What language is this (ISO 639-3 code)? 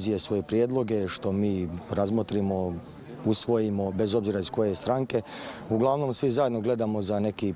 hrv